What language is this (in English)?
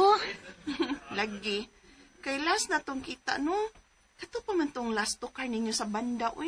Cebuano